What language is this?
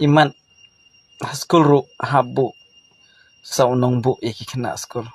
Khasi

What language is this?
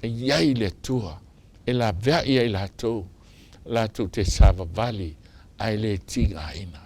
Samoan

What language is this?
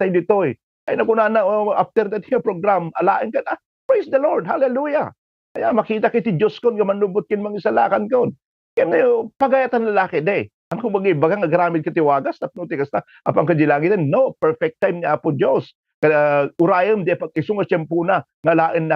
Iloko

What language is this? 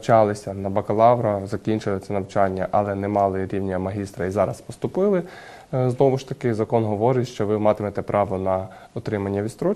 Ukrainian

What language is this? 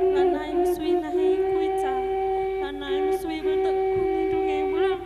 Batak Karo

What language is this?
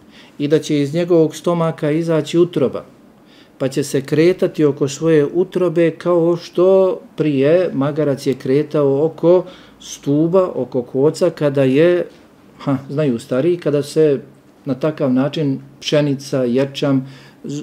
Bosnian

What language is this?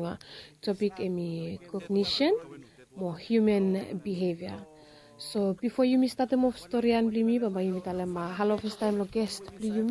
Bislama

